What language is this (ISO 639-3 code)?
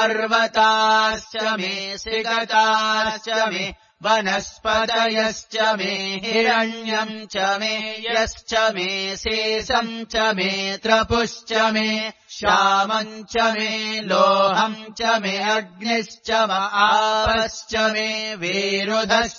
san